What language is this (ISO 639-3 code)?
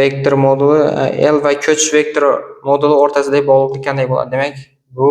uzb